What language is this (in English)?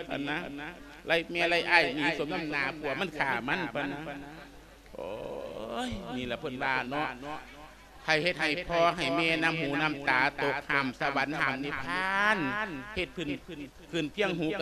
Lao